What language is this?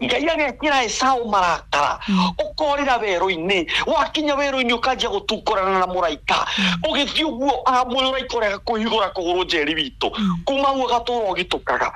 Kikuyu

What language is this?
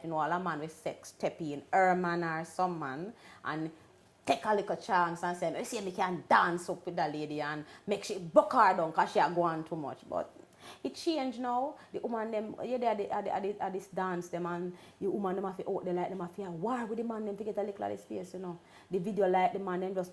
Jamaican Creole English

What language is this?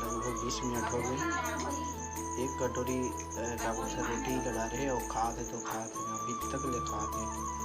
Chhattisgarhi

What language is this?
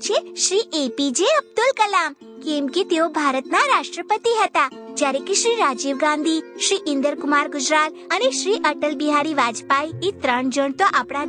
Gujarati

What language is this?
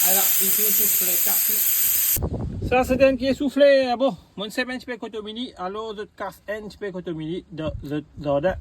Morisyen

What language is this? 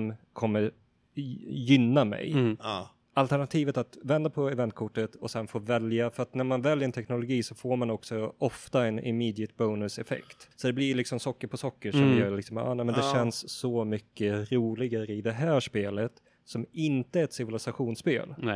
Swedish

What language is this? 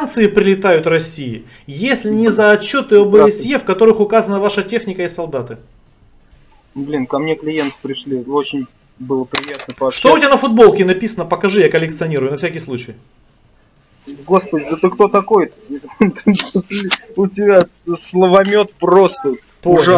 Russian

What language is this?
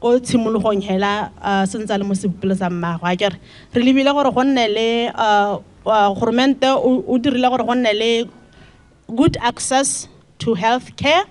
Tswana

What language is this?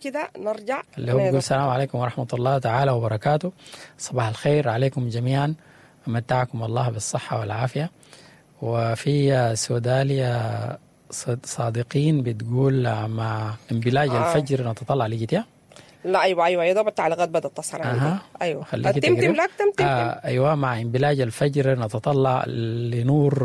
Sudanese Arabic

